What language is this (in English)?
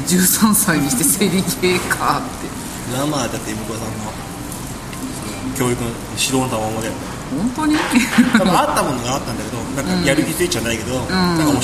Japanese